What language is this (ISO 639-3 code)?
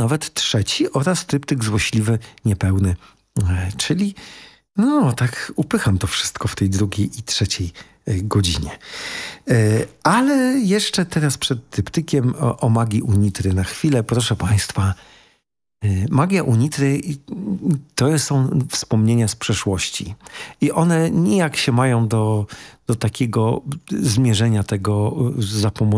pol